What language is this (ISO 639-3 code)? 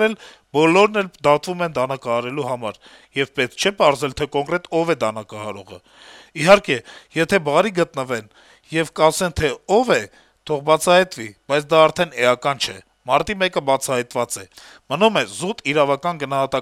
hye